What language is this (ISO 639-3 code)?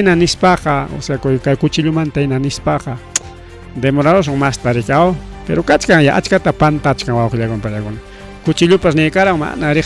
quy